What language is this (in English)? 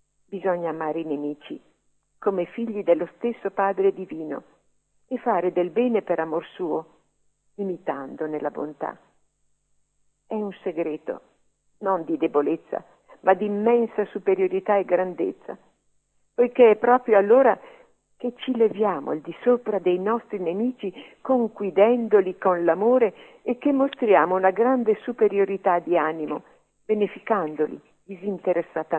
Italian